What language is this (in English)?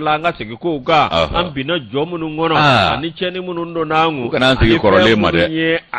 Bambara